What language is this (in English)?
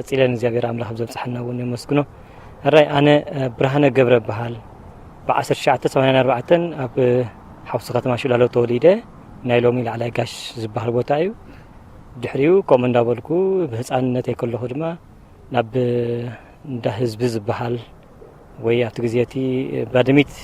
Tigrinya